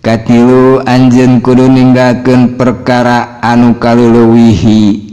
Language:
Sundanese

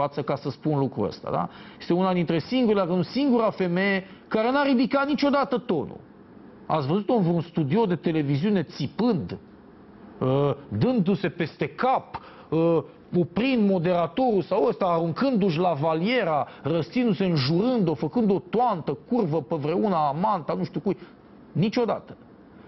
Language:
Romanian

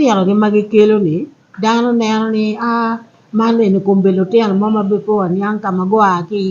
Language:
Acoli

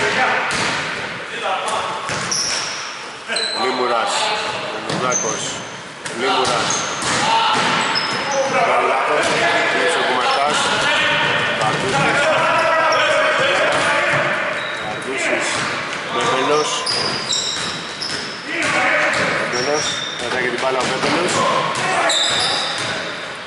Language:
Greek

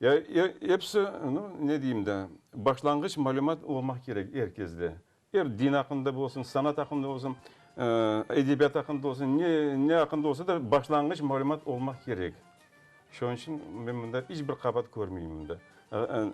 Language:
Crimean Tatar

